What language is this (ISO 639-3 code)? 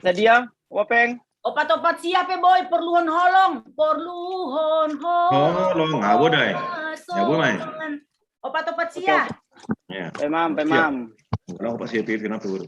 bts